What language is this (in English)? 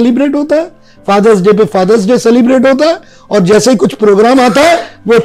Hindi